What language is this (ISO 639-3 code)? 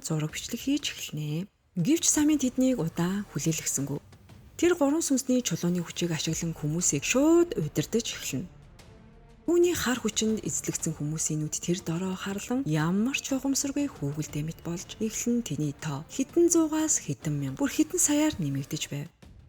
mon